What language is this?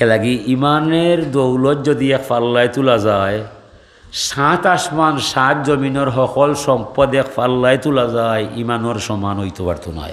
Sylheti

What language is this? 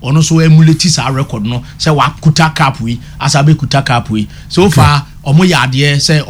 Akan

